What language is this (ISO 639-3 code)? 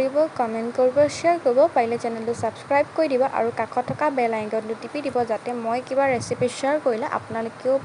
asm